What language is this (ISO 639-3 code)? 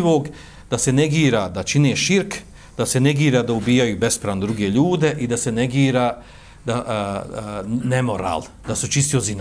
bos